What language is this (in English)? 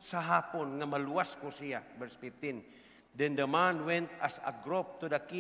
Cebuano